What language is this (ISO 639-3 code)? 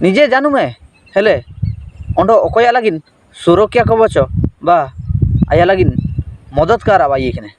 hoc